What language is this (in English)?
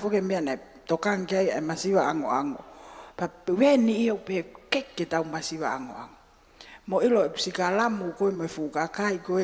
Tongan